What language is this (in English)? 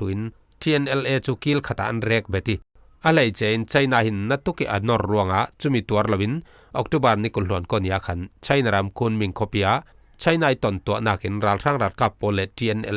Falam Chin